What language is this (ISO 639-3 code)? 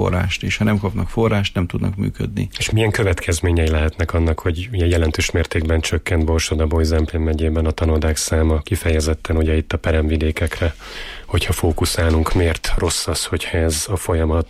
hun